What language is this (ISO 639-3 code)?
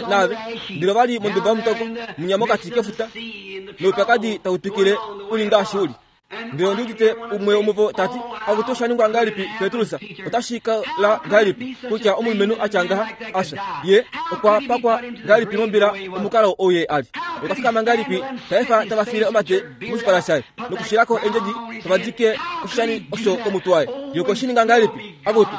kua